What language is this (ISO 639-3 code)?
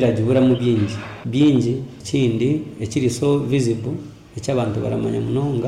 nyo